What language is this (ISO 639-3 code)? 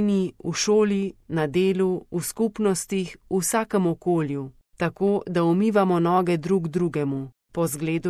slv